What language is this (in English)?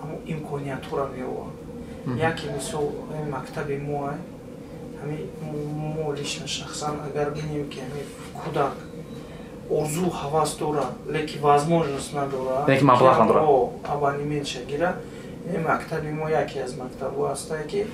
Tajik